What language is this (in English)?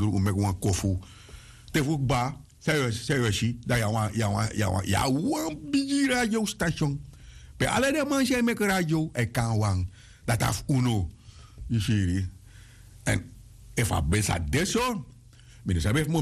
Sranan Tongo